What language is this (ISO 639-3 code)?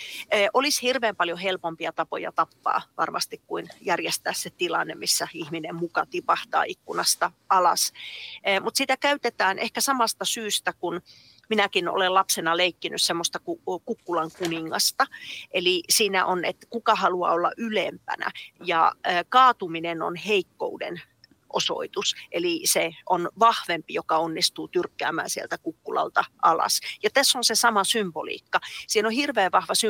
fin